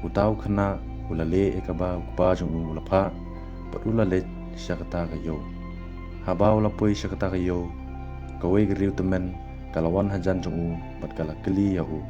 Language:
Khasi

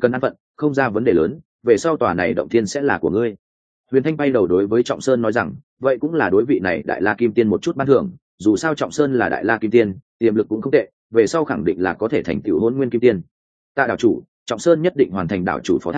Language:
Vietnamese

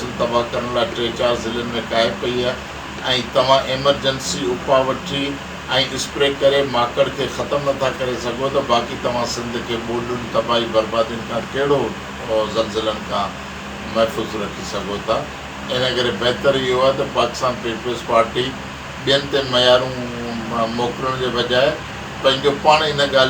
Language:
Sindhi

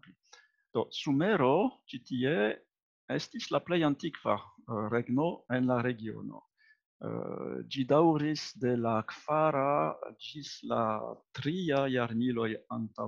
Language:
Esperanto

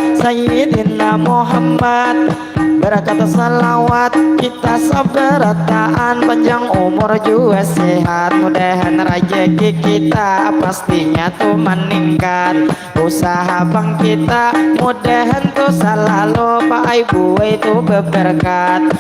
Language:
Banjar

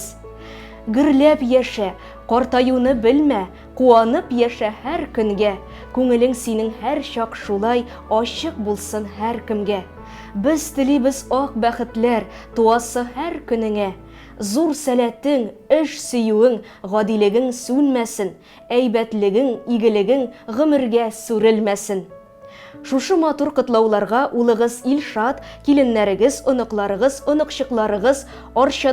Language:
Tatar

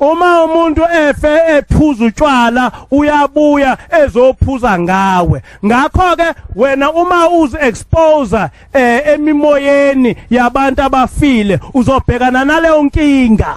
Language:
Zulu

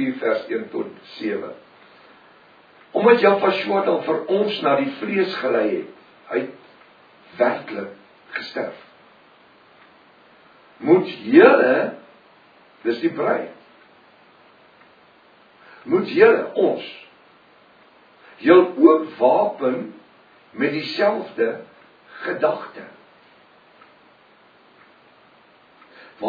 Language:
Afrikaans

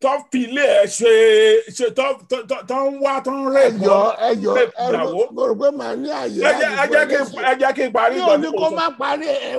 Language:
Yoruba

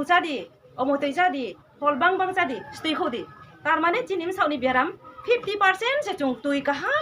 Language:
Riang (India)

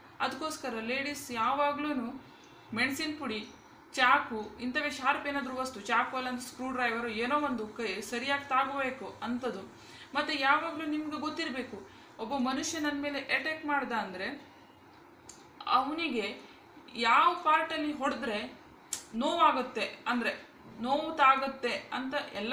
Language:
Kannada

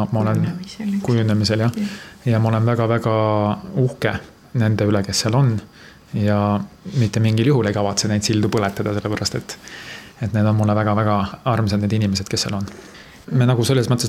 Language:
Estonian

